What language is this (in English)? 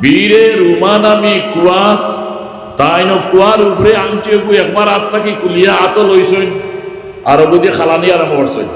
Sylheti